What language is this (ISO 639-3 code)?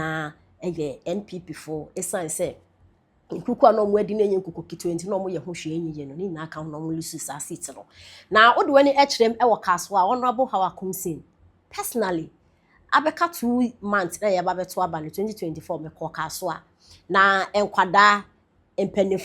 aka